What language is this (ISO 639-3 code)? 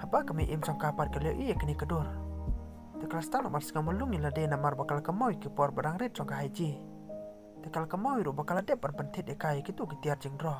kha